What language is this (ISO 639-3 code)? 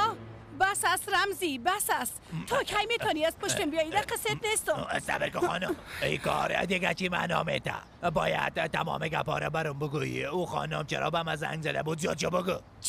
fas